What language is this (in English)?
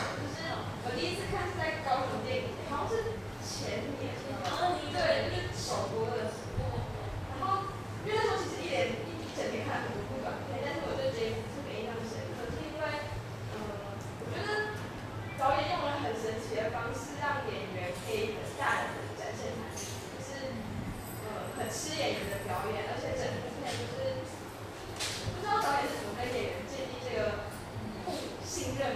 Chinese